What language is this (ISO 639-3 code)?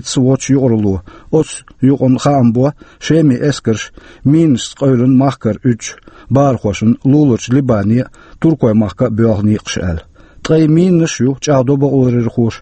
che